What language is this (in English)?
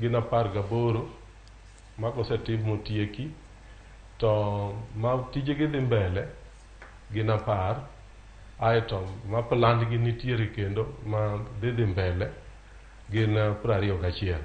Luo (Kenya and Tanzania)